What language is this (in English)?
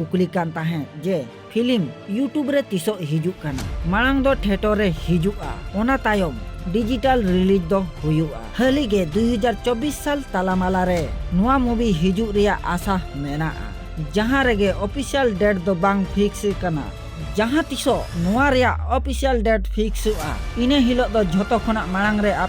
Santali